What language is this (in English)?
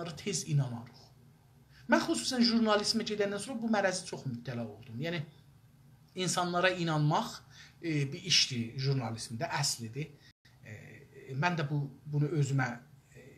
South Azerbaijani